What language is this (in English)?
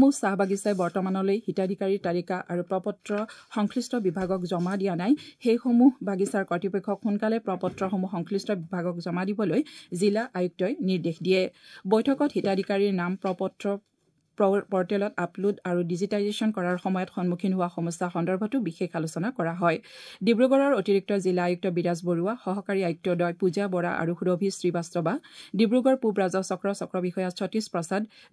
Assamese